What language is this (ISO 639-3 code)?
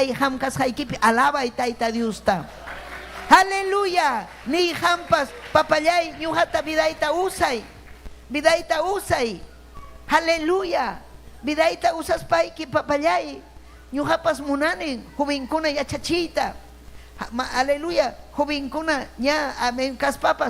quy